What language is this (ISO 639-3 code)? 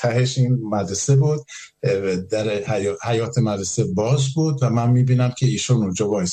fas